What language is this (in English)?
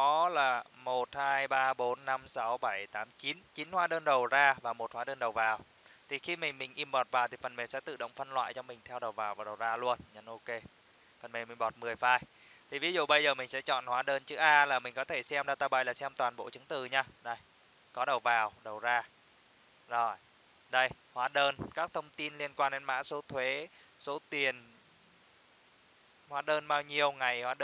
Vietnamese